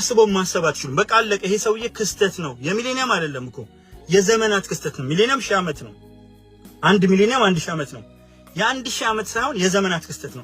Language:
Amharic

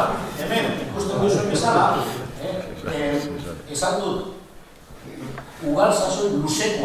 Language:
Basque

